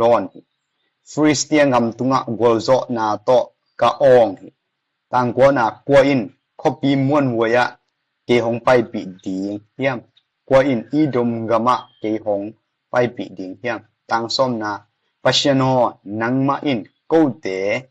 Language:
Tedim Chin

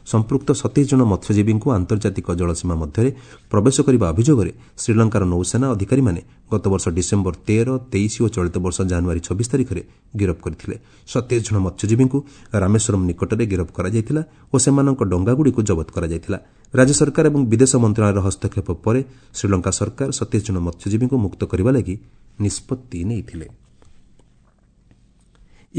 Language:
Odia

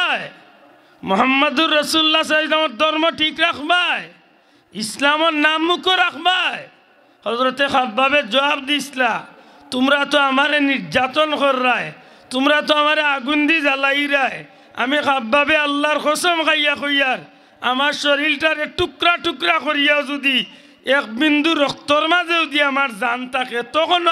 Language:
Sylheti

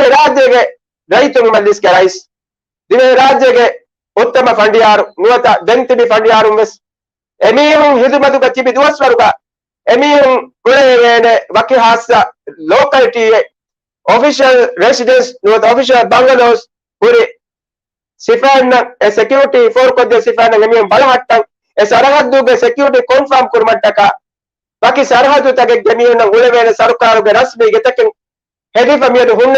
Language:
Divehi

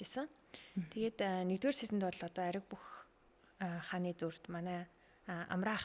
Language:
Mongolian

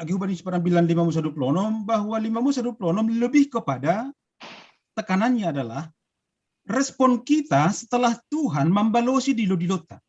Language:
Batak Simalungun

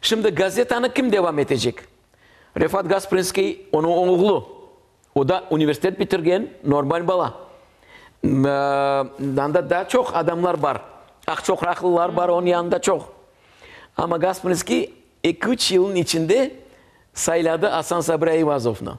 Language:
Crimean Tatar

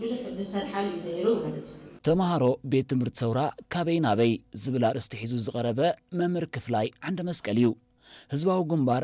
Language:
Tigrinya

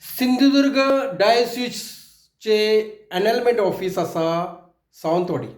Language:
Konkani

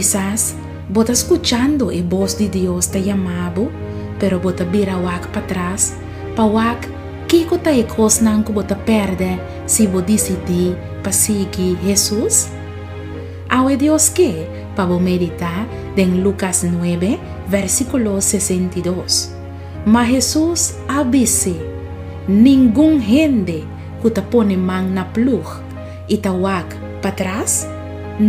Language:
Papiamento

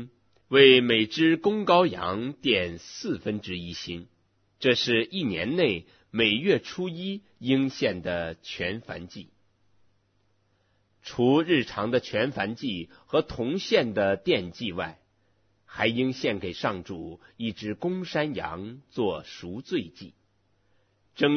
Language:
Chinese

